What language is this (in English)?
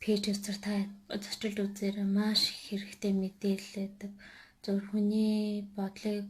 Mongolian